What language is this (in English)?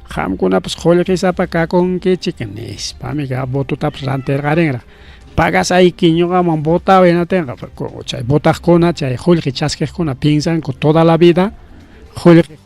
Ayacucho Quechua